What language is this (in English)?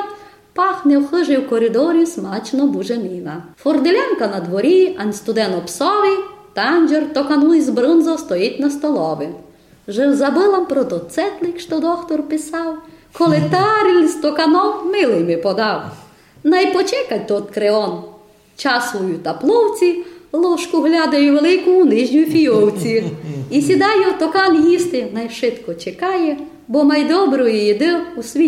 Rusyn